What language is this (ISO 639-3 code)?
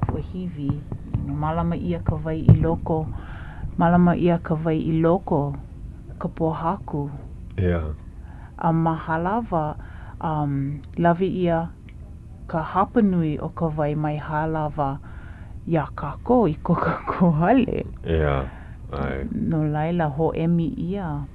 haw